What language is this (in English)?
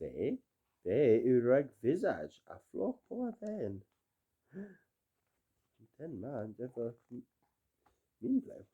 Cornish